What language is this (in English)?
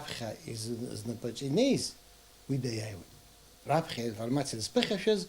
Abkhazian